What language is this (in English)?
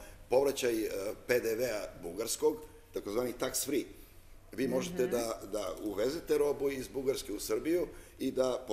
Serbian